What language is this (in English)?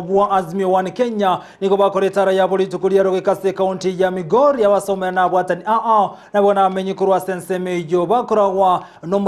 Gusii